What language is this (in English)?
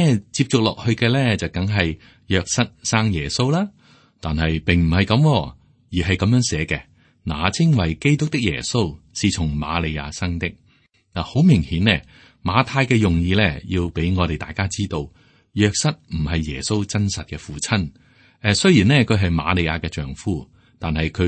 Cantonese